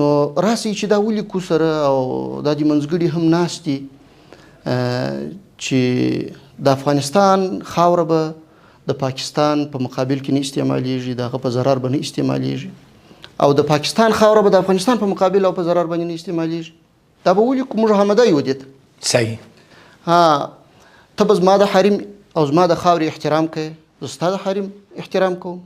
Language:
Pashto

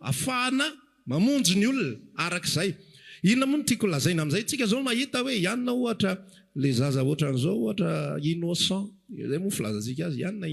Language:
Malagasy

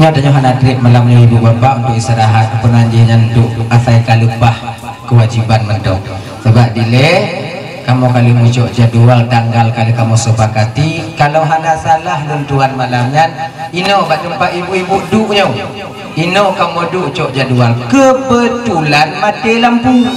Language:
Achinese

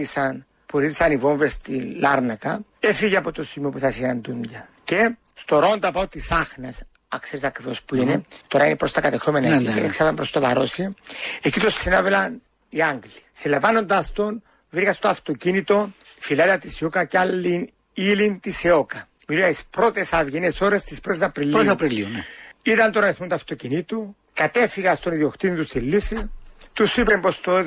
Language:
Greek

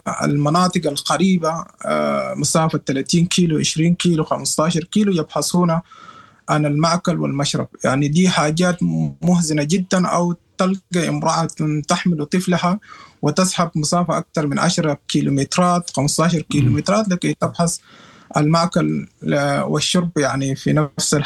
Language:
Sudanese Arabic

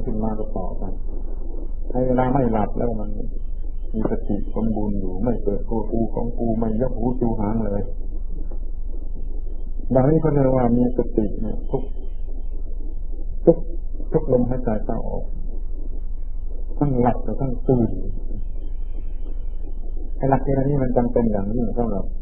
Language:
Thai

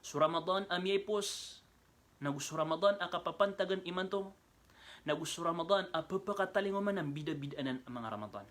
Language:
Maranao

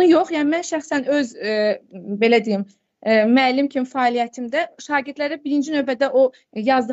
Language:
Azerbaijani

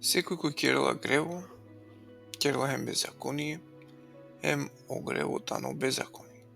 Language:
Balkan Romani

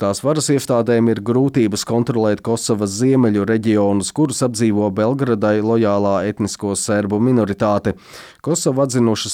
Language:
Latvian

